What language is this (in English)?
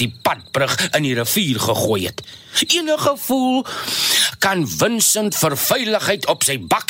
Afrikaans